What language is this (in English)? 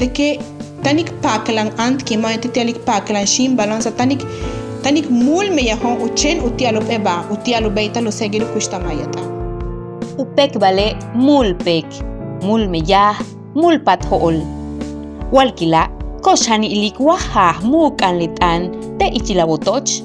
Yucateco